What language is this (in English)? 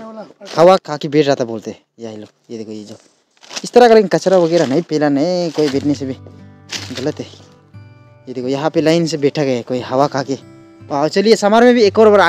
Hindi